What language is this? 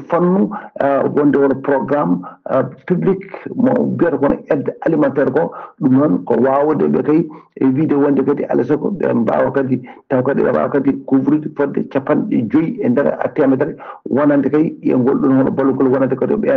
Fula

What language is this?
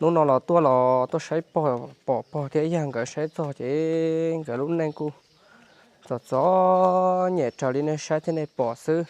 Hmong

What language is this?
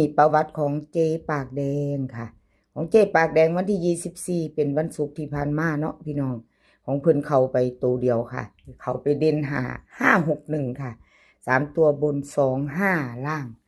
Northeastern Thai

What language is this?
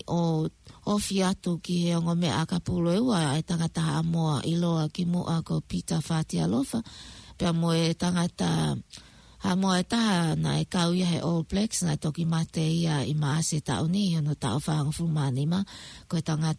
Tongan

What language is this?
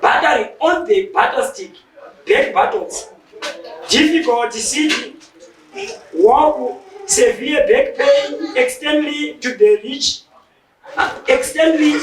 Shona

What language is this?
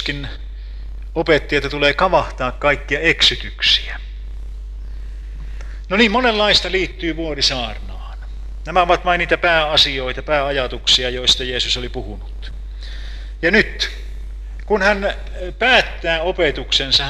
Finnish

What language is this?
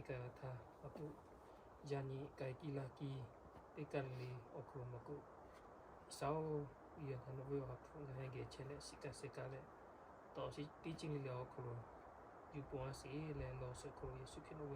Lahu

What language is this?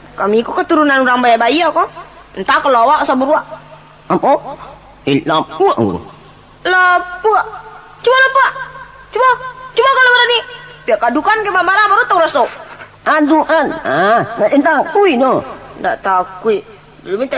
Minangkabau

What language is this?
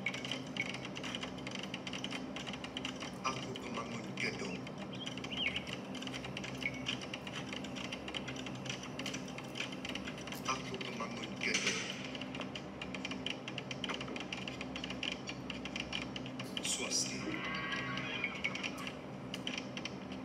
Malay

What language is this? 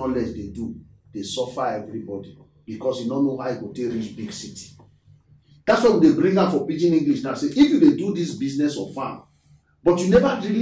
Nigerian Pidgin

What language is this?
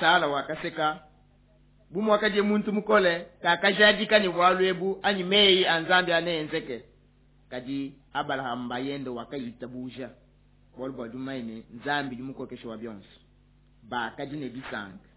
Luba-Lulua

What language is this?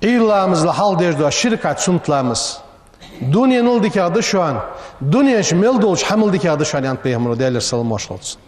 Ingush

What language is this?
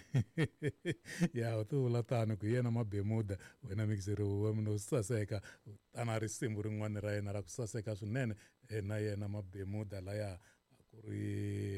Tsonga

